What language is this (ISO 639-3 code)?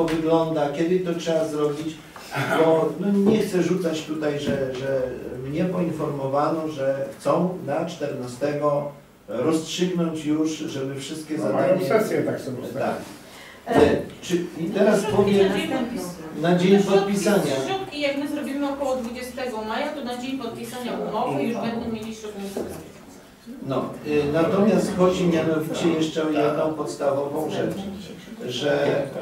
pol